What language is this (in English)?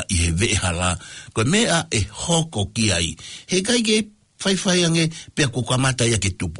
Tongan